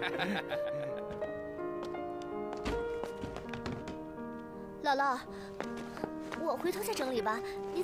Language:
Chinese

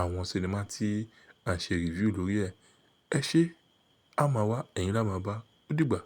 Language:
Yoruba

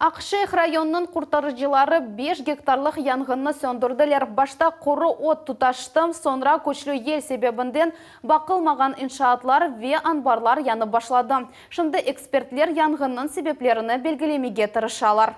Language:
Crimean Tatar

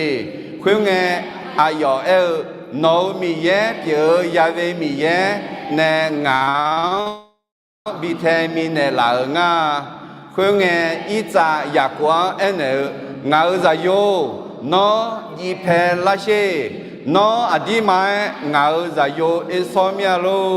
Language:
Akha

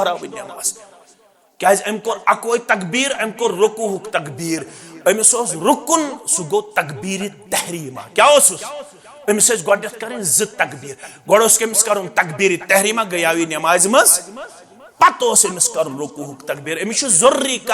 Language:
Kashmiri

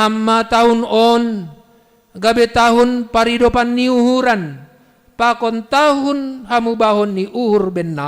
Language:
Batak Simalungun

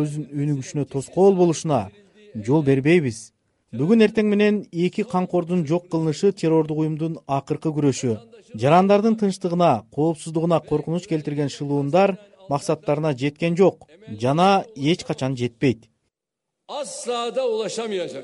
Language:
Kyrgyz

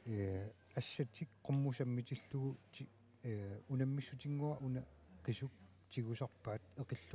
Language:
Kalaallisut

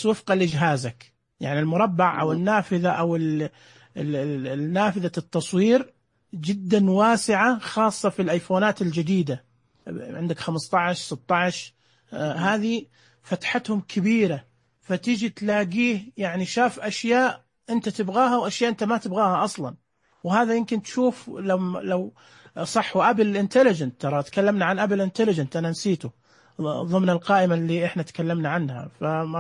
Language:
Najdi Arabic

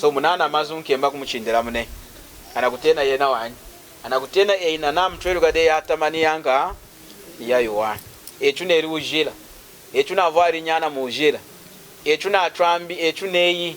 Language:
Lunda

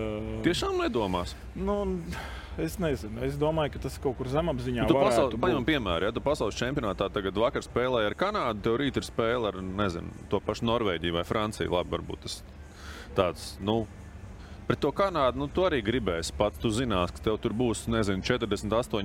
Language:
Latvian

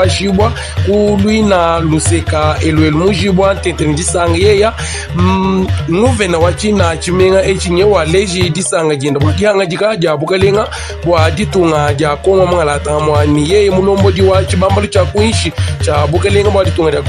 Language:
Luba-Lulua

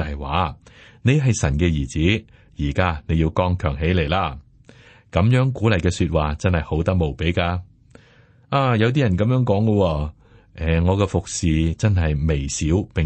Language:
Cantonese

